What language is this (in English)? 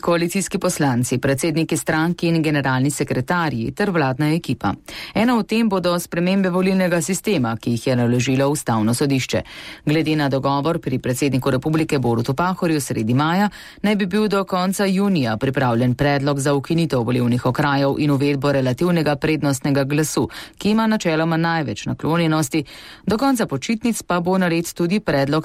Slovenian